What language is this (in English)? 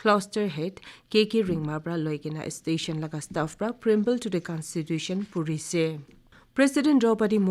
Naga Pidgin